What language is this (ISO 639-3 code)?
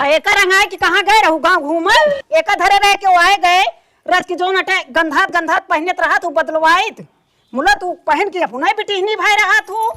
awa